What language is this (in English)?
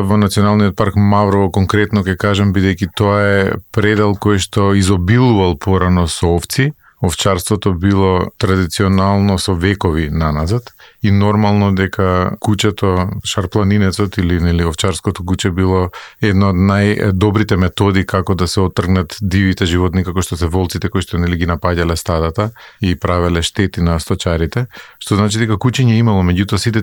Macedonian